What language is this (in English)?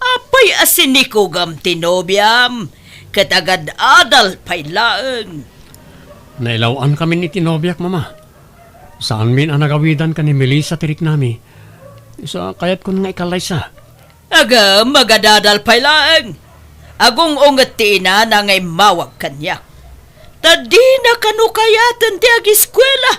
Iloko